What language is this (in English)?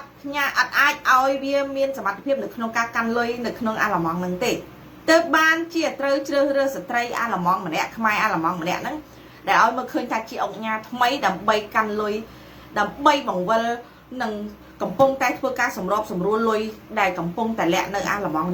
Khmer